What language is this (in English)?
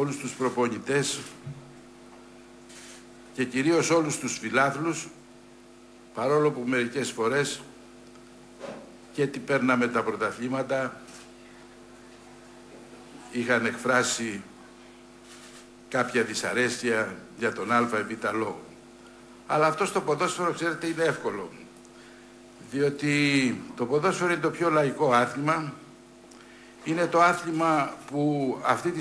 Greek